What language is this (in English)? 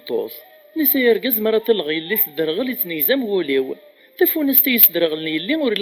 Kabyle